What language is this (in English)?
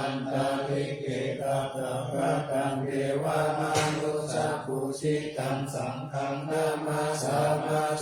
Pali